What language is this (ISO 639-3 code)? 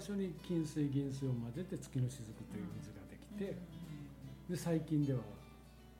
jpn